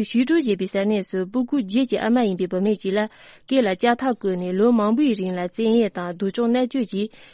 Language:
Tibetan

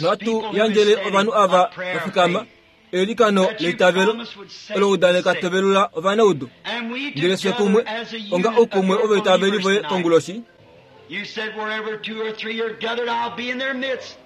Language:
Kuanyama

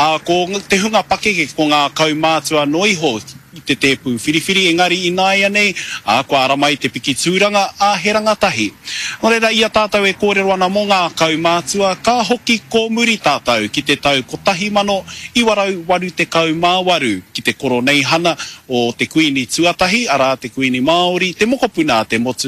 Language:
Māori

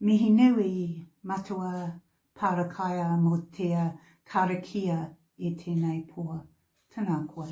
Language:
Māori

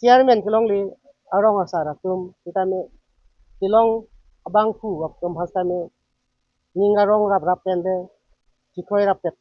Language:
Karbi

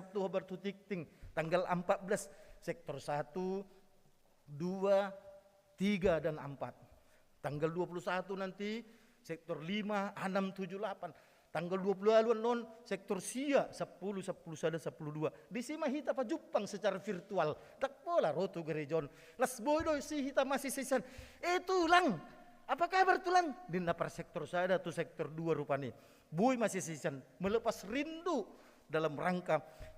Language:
Batak Toba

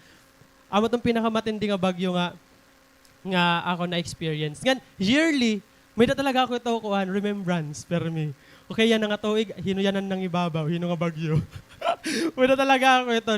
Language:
Waray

